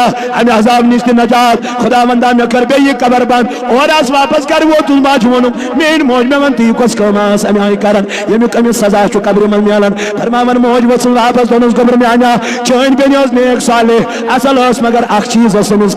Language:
Kashmiri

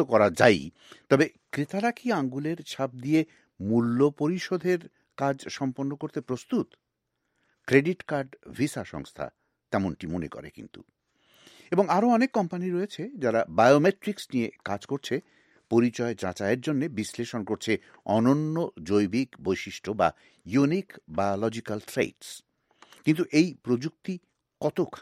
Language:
Bangla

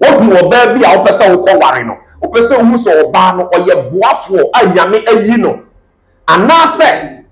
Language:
Akan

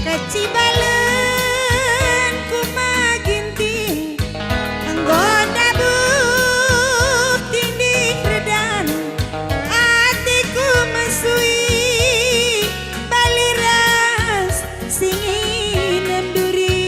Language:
Batak Karo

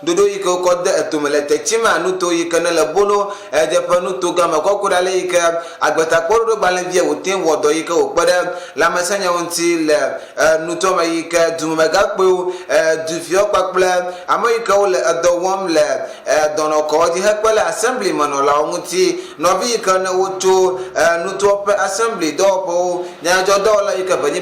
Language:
Ewe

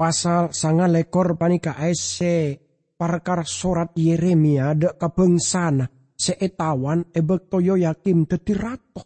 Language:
Madurese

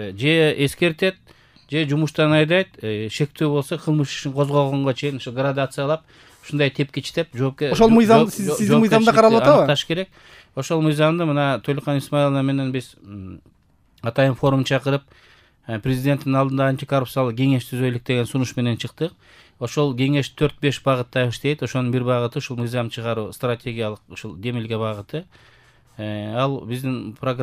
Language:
Kyrgyz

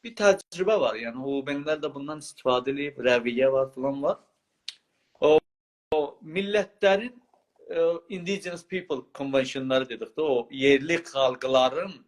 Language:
South Azerbaijani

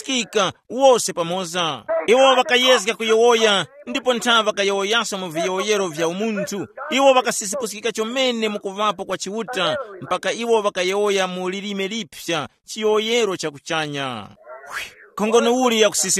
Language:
Tumbuka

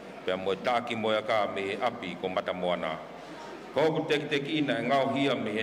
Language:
Tongan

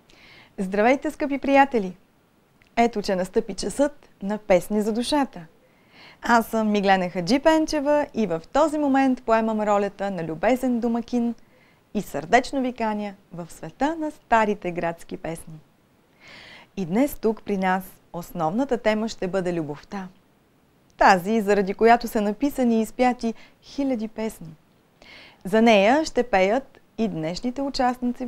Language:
Bulgarian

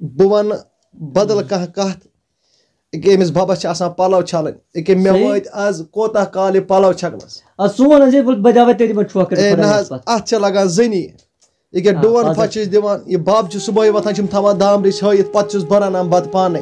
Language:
Kashmiri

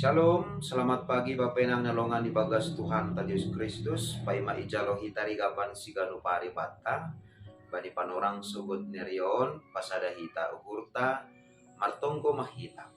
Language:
Batak Simalungun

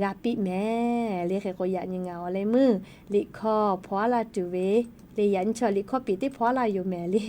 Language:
Lahu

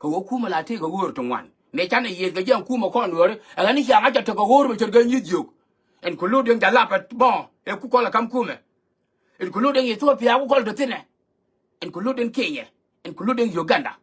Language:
Nuer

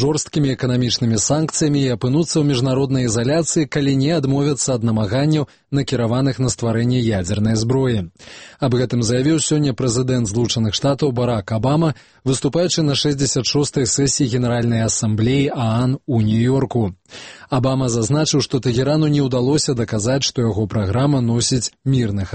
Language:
Belarusian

